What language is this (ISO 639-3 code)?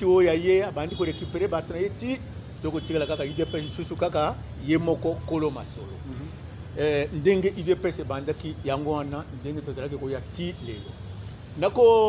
lin